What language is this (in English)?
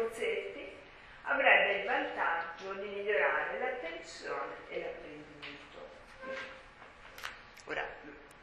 Italian